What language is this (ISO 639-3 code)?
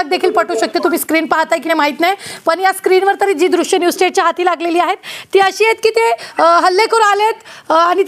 mar